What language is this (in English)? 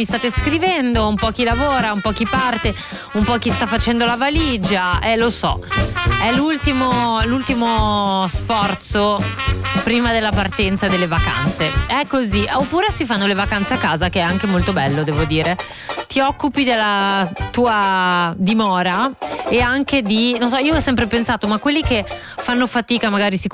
Italian